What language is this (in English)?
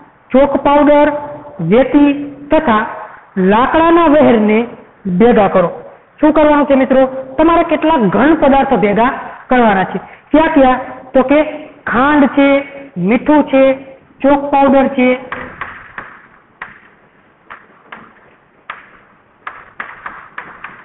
Gujarati